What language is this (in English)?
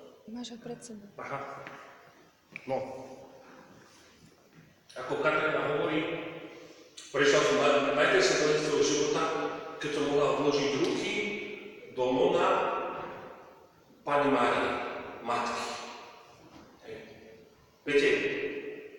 Slovak